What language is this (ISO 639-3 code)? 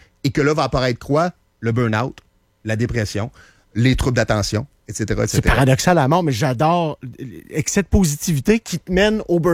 fra